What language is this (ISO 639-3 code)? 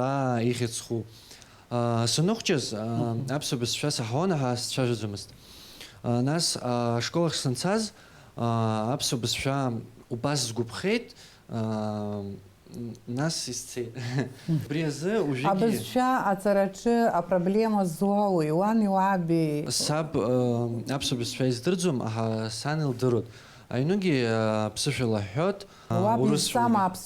abk